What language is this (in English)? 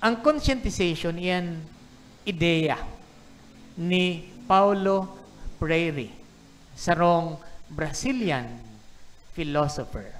Bikol